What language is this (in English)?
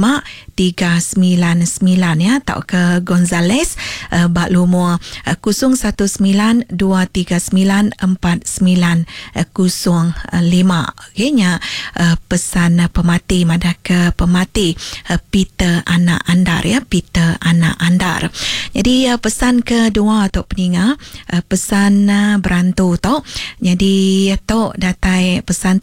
Iban